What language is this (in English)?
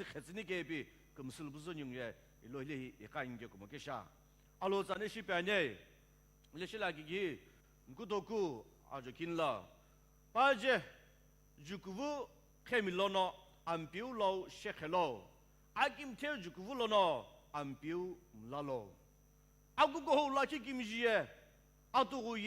Sumi Naga